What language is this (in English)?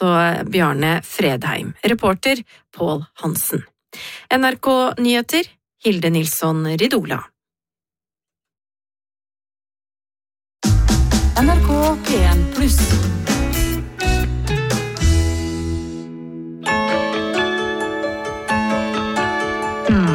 Norwegian